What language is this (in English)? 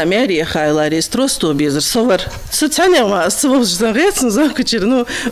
Ingush